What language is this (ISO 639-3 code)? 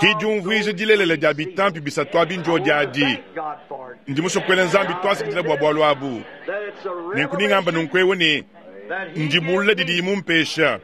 lua